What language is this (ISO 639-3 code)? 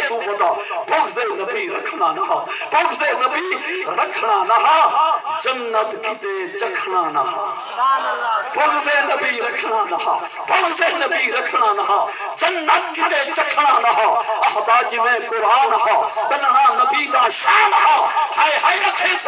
skr